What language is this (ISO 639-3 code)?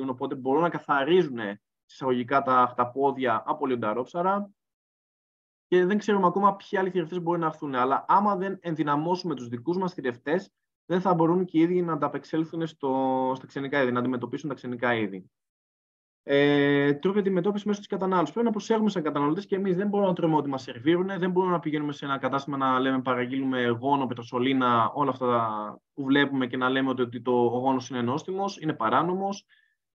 ell